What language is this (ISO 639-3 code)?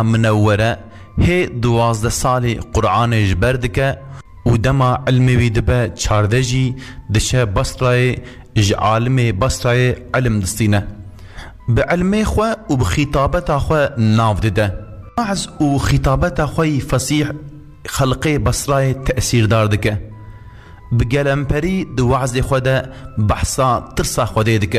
kur